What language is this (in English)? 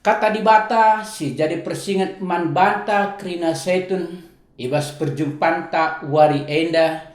Batak Karo